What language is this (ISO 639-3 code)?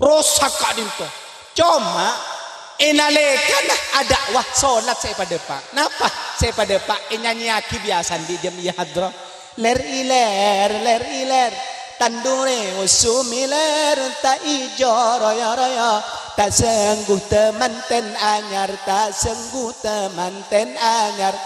mad